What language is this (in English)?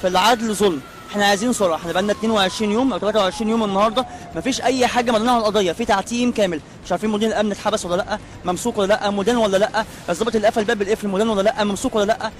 Egyptian Arabic